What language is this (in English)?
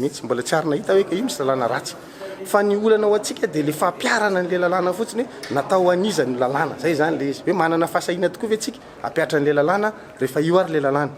Malagasy